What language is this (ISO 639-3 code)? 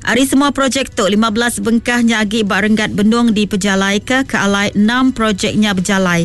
iba